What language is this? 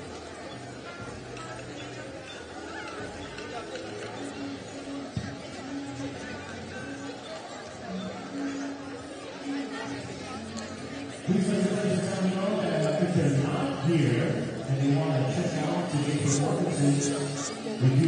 English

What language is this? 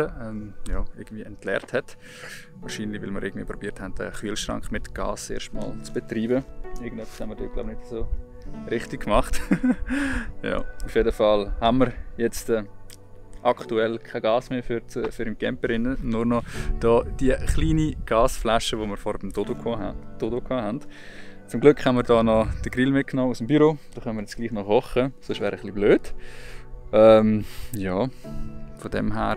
Swiss German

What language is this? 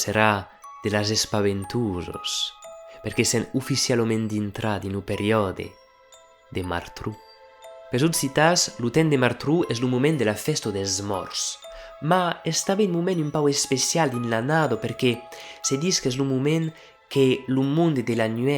Occitan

